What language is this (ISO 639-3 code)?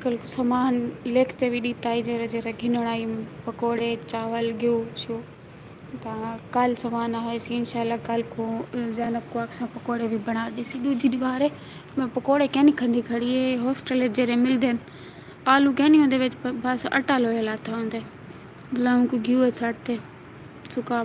skr